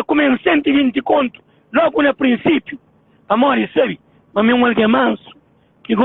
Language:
Kabuverdianu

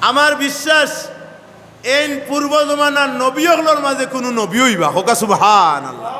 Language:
Sylheti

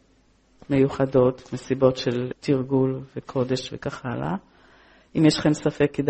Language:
Hebrew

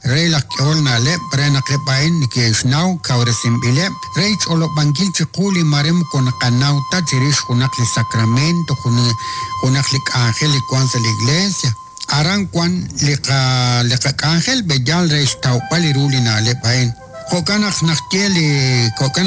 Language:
Kekchí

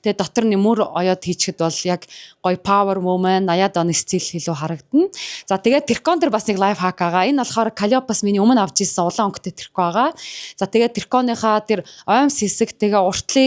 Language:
Mongolian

